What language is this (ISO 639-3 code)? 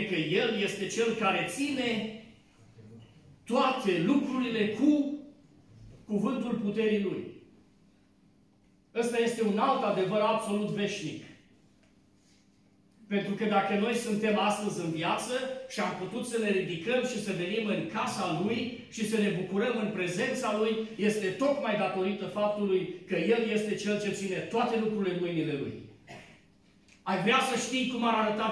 ron